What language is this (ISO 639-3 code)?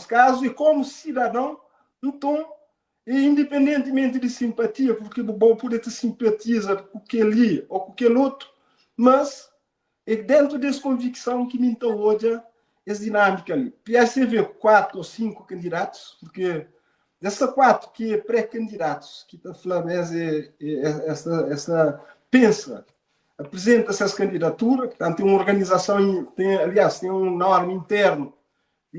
kea